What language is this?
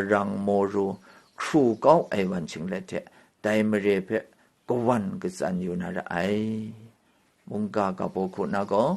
Kachin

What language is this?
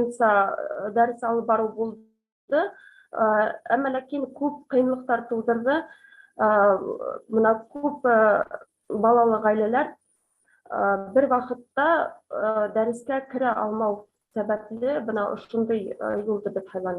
Bashkir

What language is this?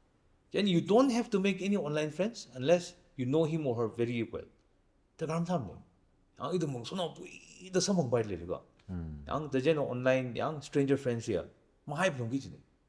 Tangkhul Naga (India)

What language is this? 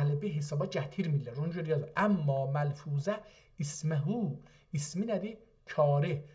South Azerbaijani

